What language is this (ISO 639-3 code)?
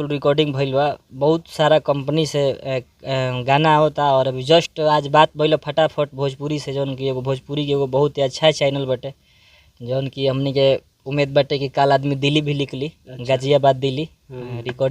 bho